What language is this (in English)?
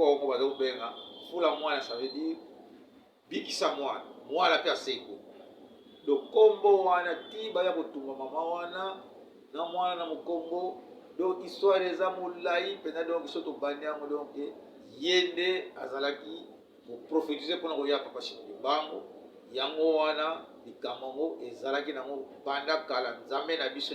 Lingala